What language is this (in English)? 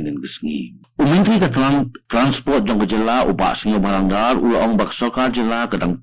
Khasi